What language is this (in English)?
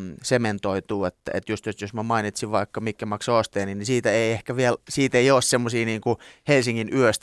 Finnish